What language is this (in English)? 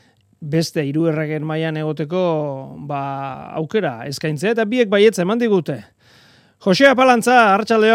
Basque